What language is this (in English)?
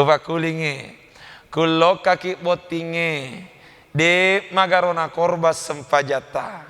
Buginese